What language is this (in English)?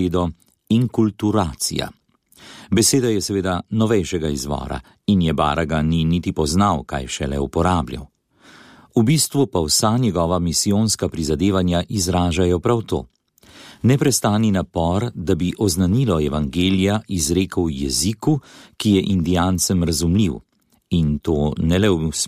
Slovenian